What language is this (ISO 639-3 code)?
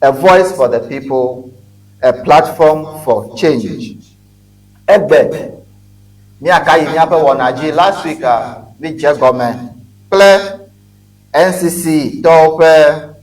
ewe